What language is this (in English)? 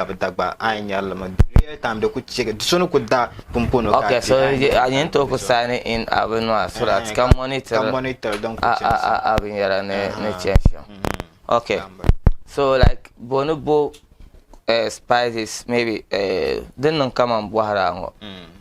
Dagbani